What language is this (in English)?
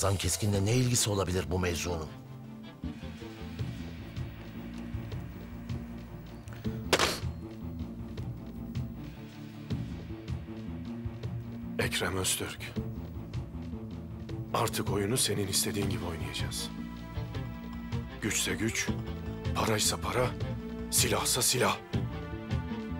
Turkish